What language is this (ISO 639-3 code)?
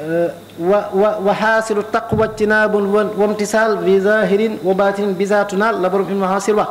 wol